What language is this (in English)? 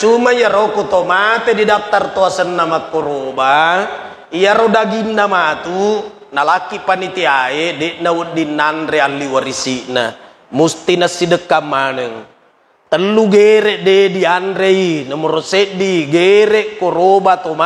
Buginese